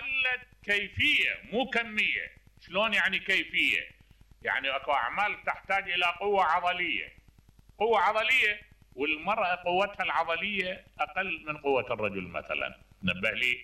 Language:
Mesopotamian Arabic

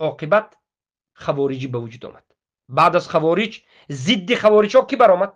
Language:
Tajik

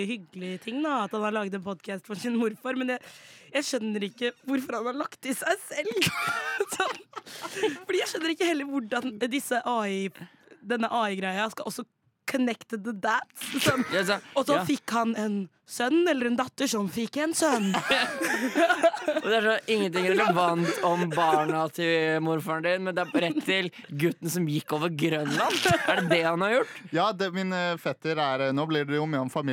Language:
Norwegian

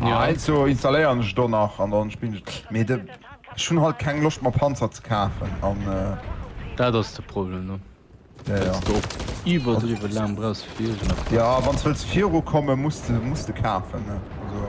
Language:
Luxembourgish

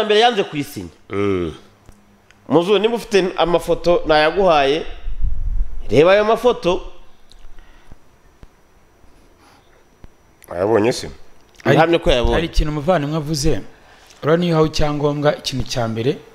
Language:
Kinyarwanda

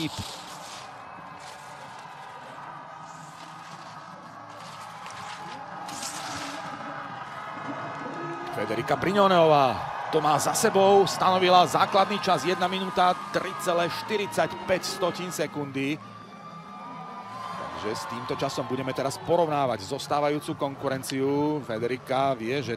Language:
Slovak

